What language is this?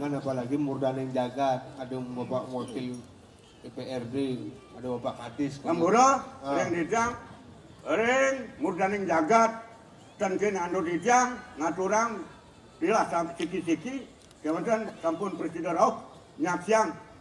Balinese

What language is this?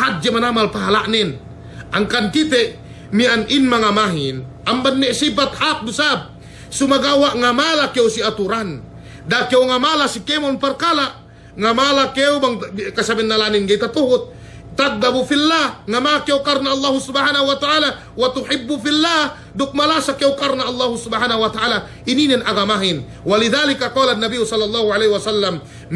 Yakan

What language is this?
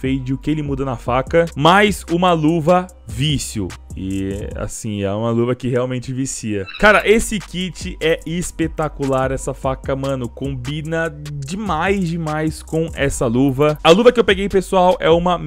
Portuguese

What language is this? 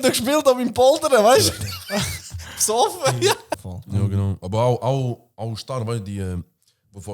Swiss German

